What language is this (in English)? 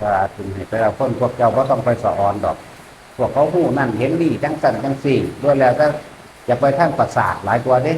Northeastern Thai